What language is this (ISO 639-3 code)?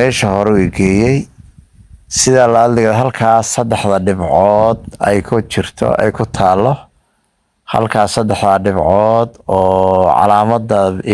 som